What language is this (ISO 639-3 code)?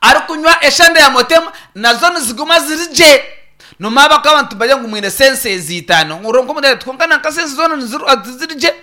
nyn